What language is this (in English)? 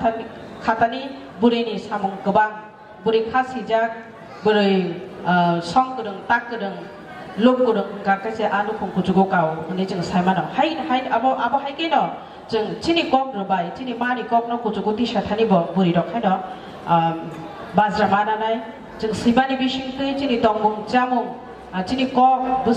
Kok Borok